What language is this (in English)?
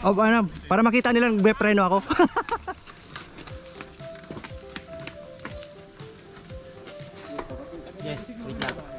Filipino